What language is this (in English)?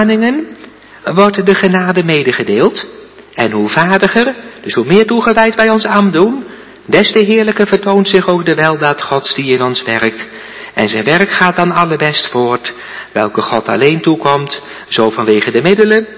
Dutch